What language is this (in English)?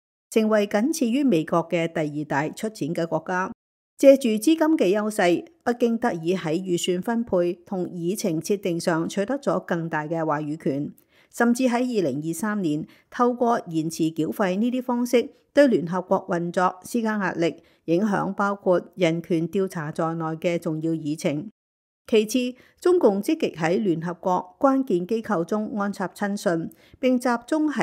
Cantonese